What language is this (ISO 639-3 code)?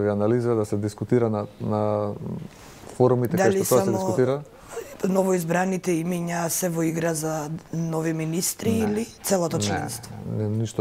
mkd